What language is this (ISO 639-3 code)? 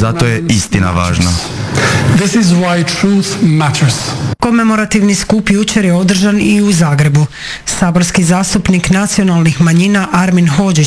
hrv